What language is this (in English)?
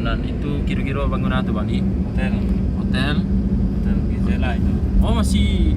Minangkabau